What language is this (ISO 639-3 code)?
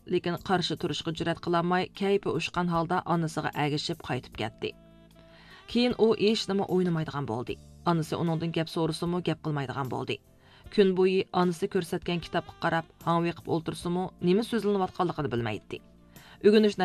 uig